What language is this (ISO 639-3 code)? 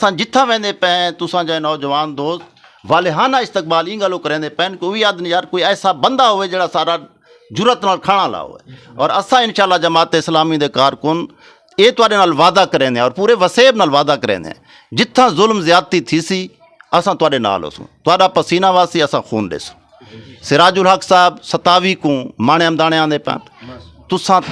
skr